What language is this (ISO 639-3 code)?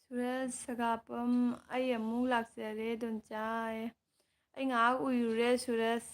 mni